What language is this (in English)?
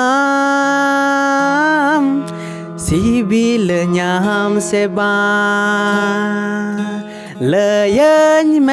Santali